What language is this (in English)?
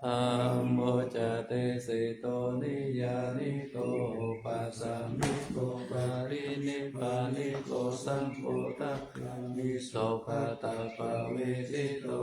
Pali